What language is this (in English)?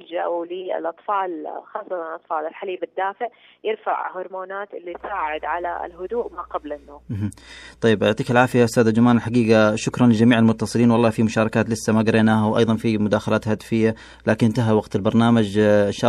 Najdi Arabic